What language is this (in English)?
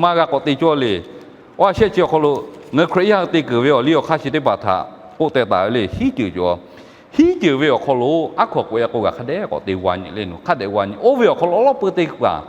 Lahu